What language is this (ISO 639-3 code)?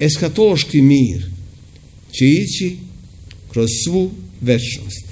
srp